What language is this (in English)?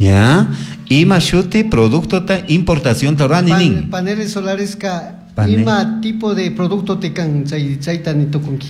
Chimborazo Highland Quichua